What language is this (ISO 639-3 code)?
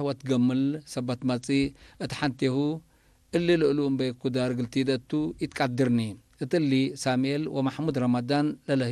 tir